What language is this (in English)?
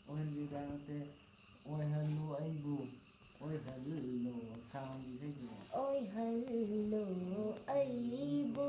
Manipuri